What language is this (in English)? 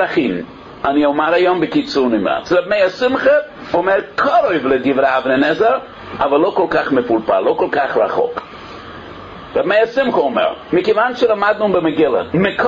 Hebrew